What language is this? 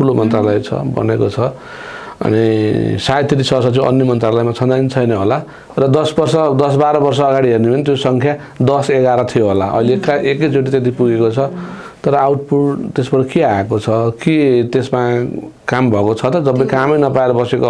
Nepali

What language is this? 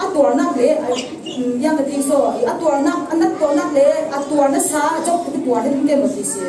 Falam Chin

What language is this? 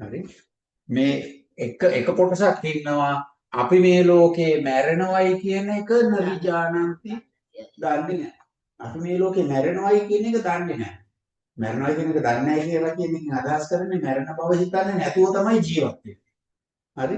Sinhala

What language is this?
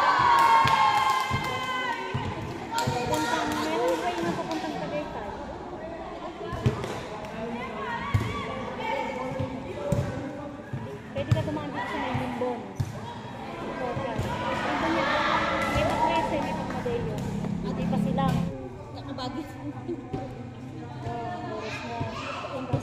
Filipino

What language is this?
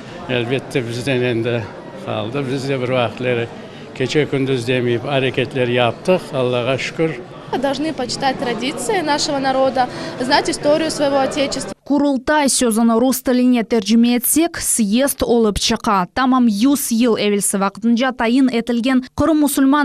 Crimean Tatar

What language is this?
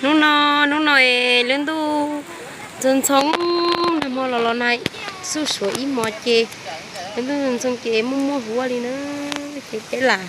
Hmong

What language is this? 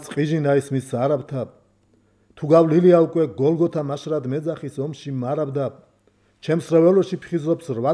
Georgian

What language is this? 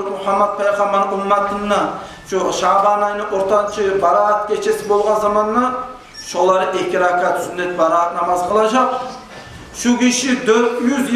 Kumyk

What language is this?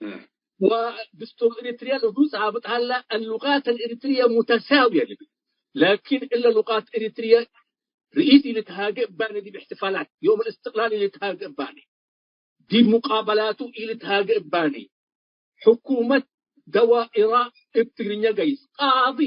Tigre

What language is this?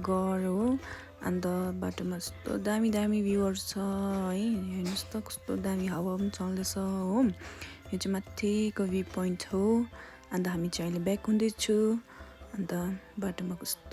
Nepali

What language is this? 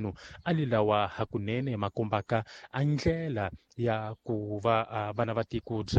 Tsonga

